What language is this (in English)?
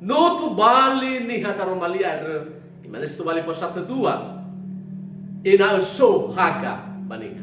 Nias